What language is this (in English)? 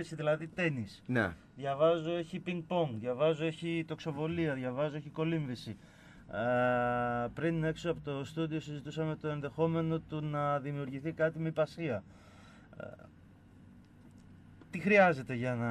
Greek